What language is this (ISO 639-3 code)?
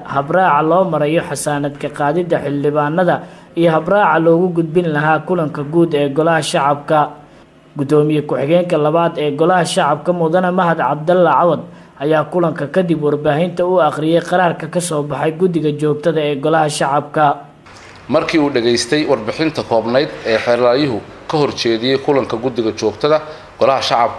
som